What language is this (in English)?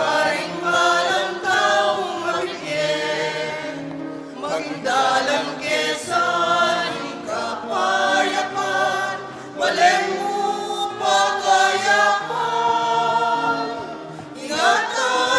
Pampanga